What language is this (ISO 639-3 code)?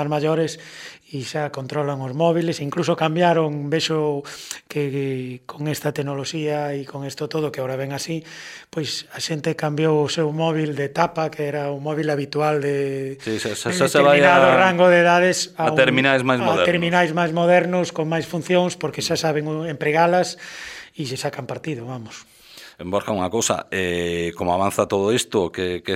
glg